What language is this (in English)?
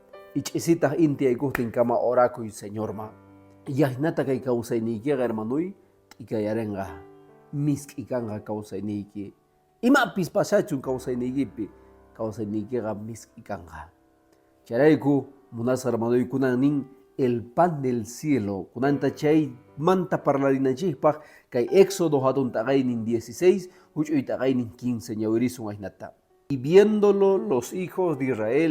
Quechua